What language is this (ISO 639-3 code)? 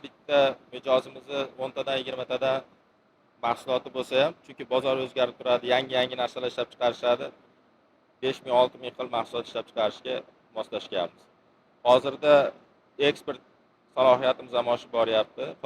uzb